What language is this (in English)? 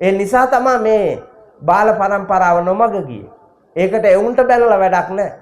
Sinhala